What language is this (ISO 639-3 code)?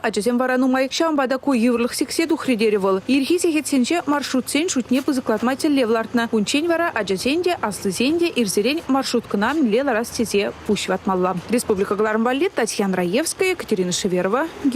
chv